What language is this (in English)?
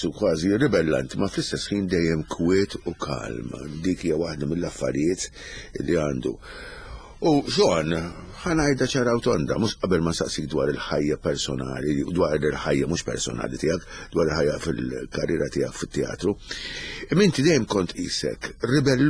Maltese